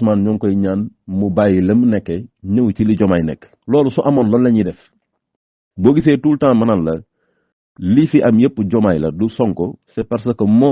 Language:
Wolof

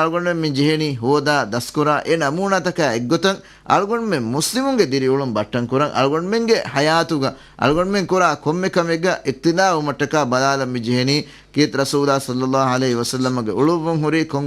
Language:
Divehi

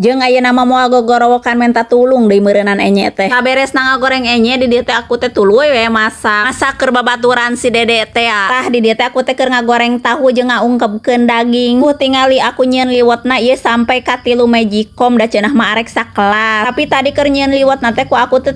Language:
Sundanese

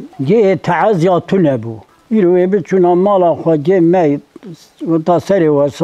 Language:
Kurdish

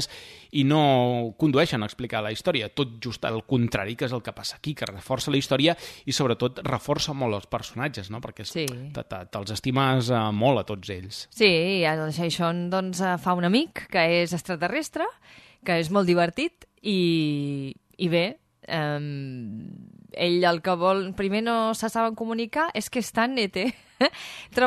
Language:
Catalan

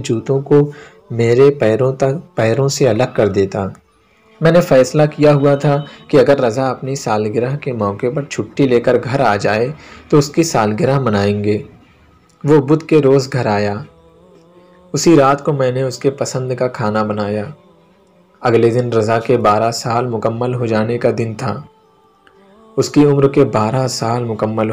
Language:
Urdu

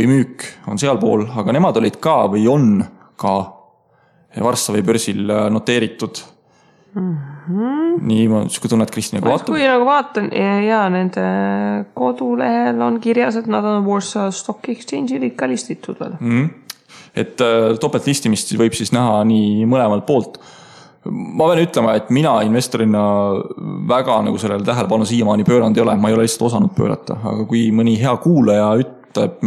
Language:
Estonian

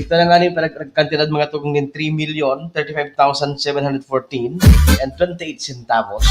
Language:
Bikol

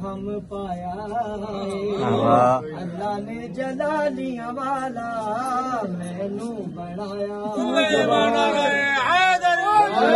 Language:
Punjabi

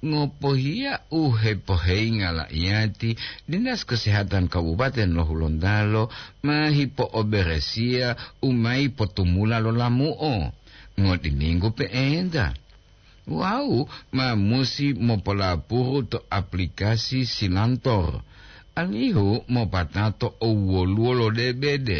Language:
Gorontalo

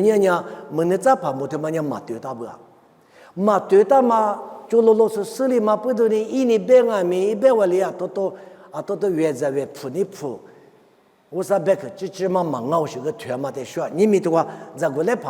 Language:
Lisu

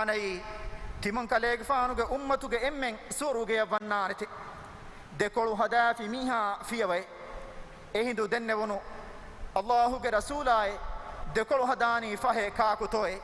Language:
Divehi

